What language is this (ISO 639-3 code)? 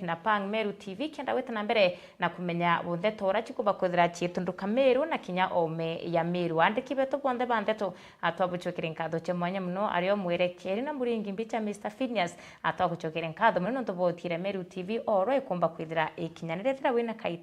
mer